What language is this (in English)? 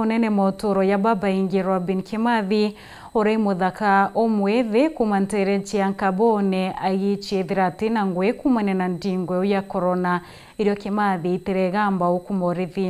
Meru